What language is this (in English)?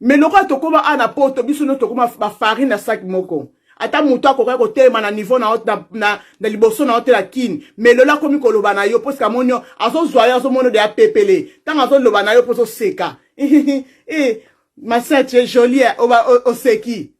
Lingala